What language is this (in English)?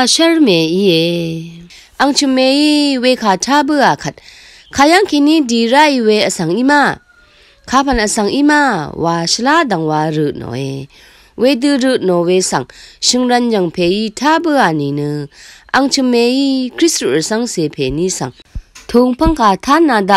Rawang